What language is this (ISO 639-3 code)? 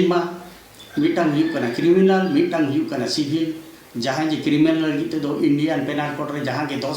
sat